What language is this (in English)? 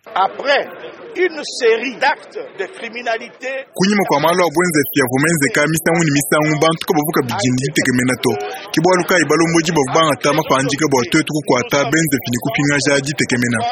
Luba-Lulua